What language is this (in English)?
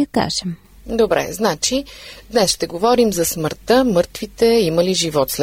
Bulgarian